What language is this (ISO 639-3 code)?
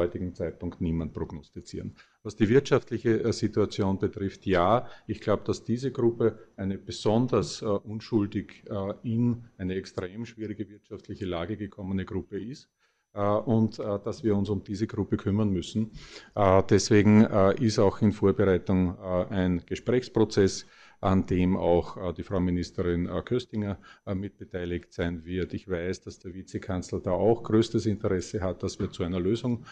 deu